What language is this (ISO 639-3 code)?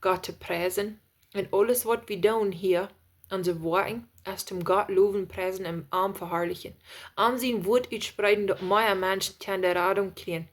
pdt